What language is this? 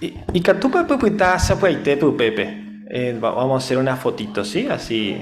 Guarani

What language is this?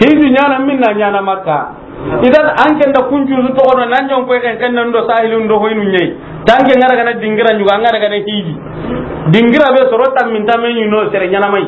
Soninke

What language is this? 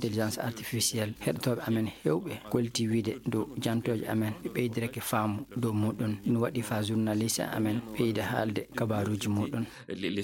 Fula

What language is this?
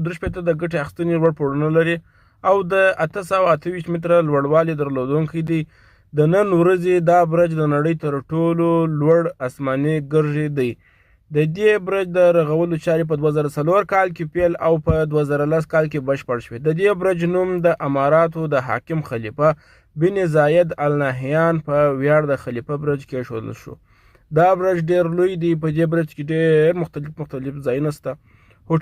Pashto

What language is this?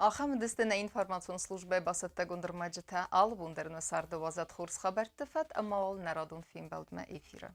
Ossetic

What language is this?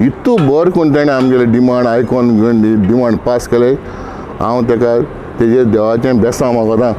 Konkani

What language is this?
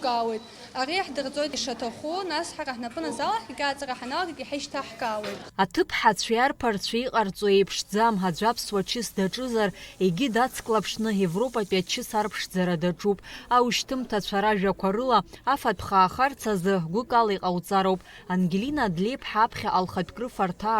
Abkhazian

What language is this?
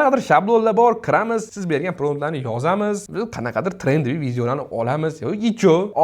Uzbek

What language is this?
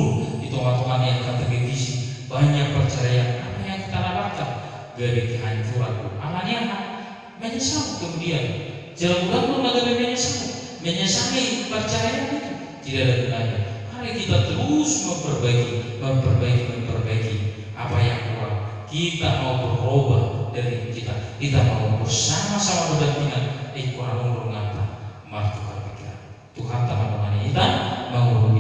Batak Toba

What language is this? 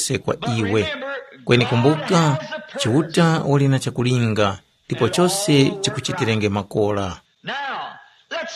Tumbuka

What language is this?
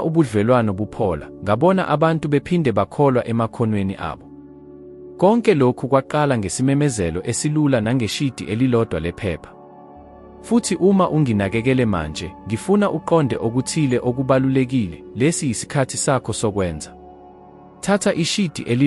Zulu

